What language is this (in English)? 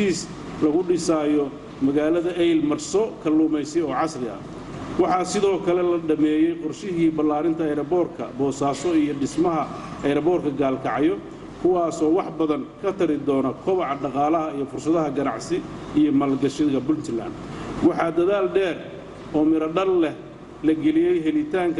Somali